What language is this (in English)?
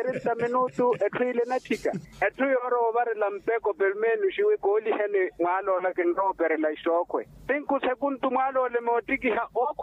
Makhuwa